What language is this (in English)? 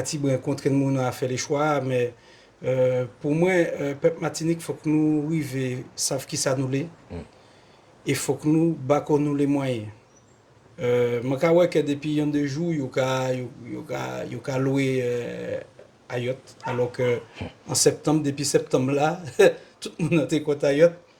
Guadeloupean Creole French